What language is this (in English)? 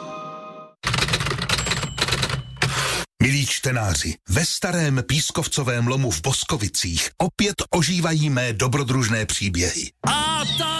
Czech